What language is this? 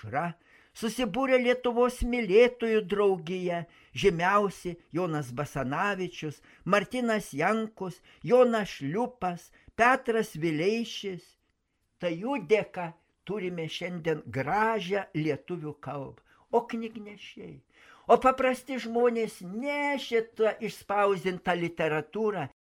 Lithuanian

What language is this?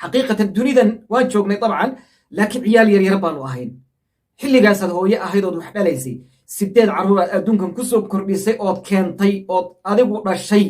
Somali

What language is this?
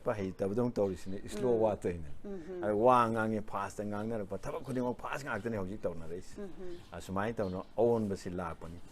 Manipuri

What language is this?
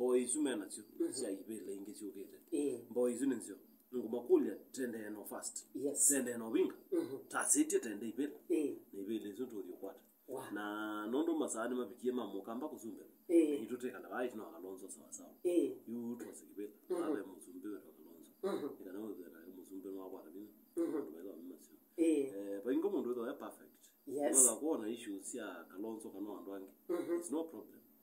Kamba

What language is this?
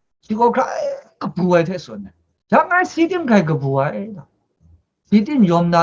Kachin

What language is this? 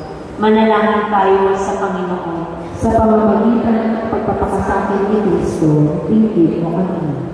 Filipino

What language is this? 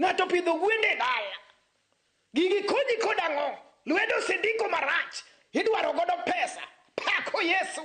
Luo (Kenya and Tanzania)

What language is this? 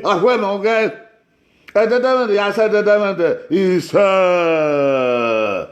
Bini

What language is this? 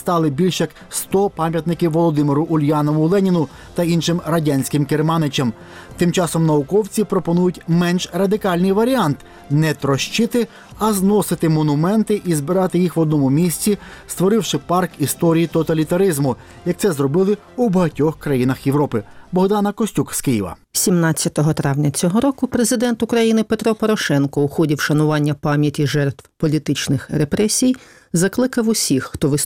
Ukrainian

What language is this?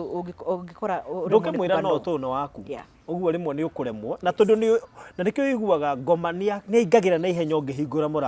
Kikuyu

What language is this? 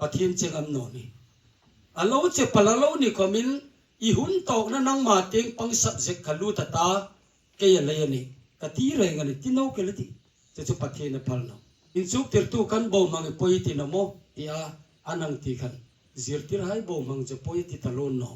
Hmar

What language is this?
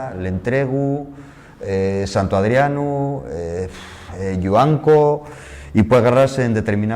Asturian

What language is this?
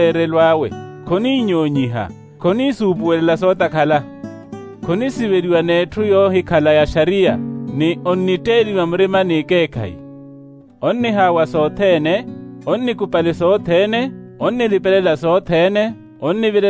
Makhuwa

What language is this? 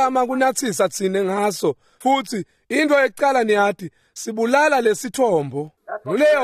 Swati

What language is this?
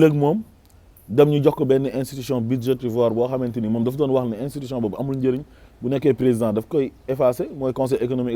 Wolof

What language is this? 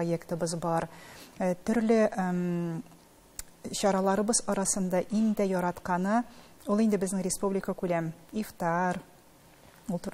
Tatar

